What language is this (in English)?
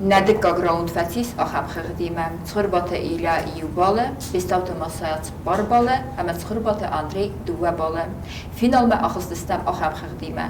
Ossetic